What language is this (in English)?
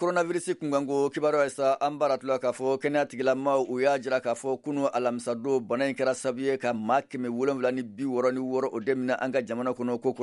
Bambara